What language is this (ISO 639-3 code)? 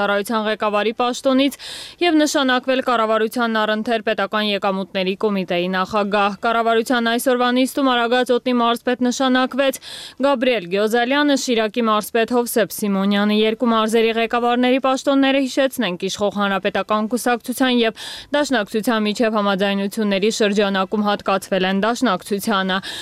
hye